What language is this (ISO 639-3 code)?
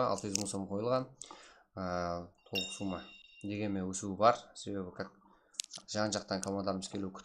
kaa